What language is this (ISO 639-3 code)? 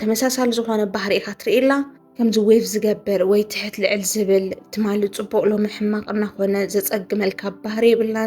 tir